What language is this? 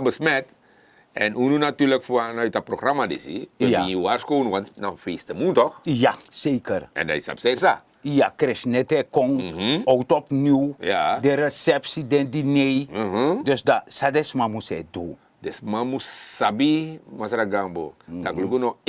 Sranan Tongo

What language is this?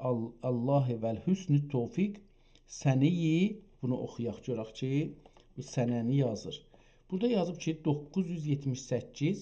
South Azerbaijani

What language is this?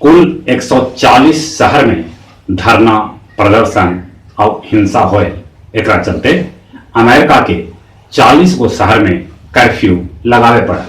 Magahi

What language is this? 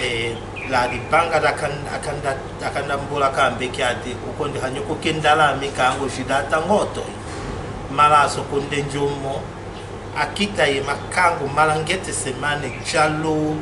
Tetela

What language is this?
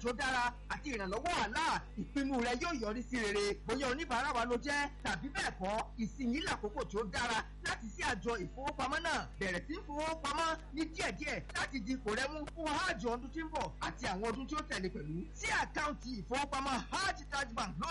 Yoruba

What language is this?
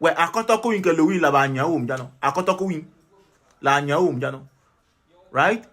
Adangme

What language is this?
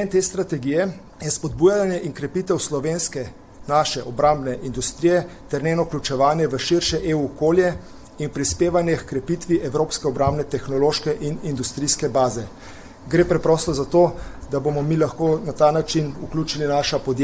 Slovenian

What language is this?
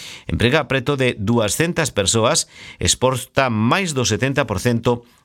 Galician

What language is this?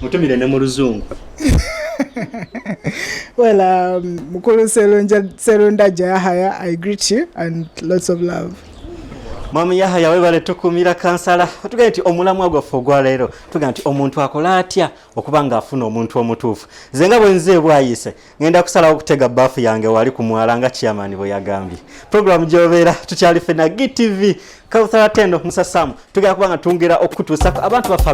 Ganda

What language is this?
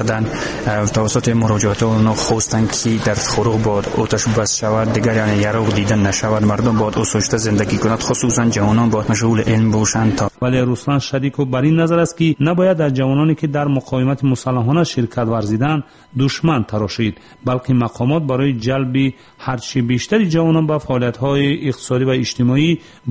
Persian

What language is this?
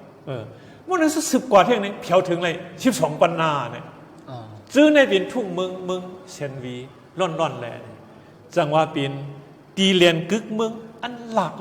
Shan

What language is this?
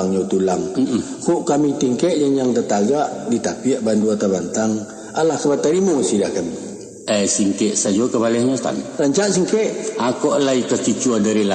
Minangkabau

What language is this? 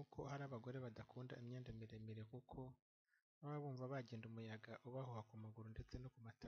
Kinyarwanda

